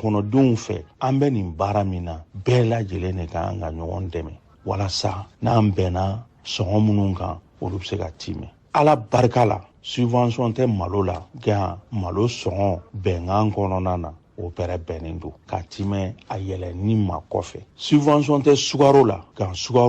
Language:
Bambara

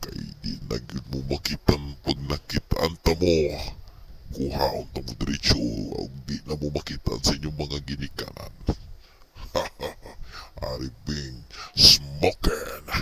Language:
Cebuano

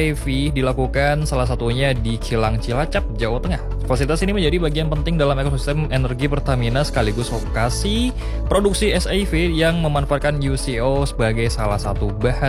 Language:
Indonesian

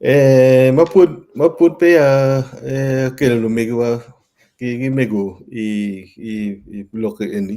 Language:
Acoli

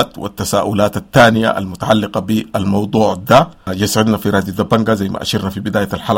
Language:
Sudanese Arabic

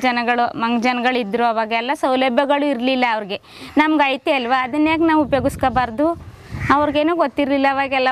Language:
Kannada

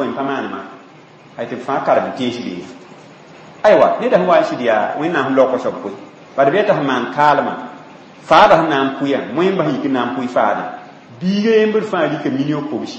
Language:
Mossi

